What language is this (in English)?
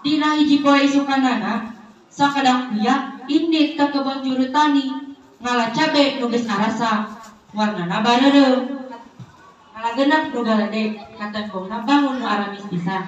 Sundanese